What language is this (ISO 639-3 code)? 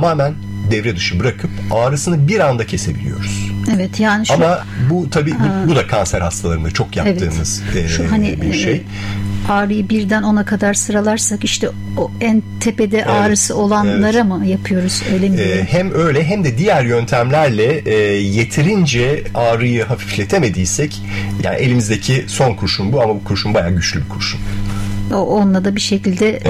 tur